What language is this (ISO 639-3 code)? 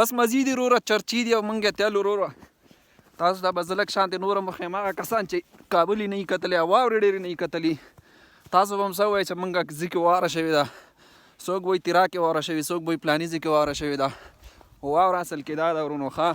pus